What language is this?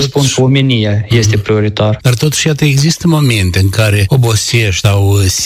Romanian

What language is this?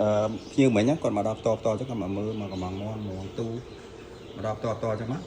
Khmer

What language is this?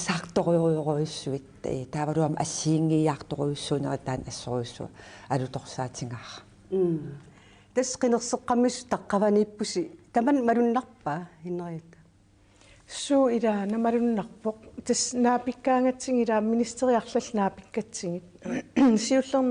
Kalaallisut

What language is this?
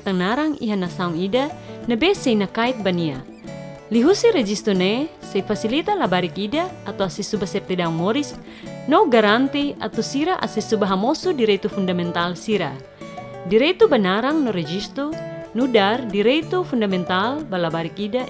Tetum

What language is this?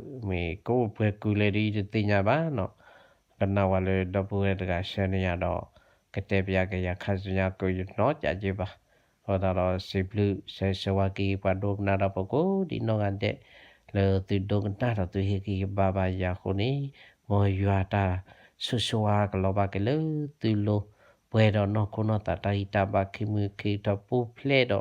S'gaw Karen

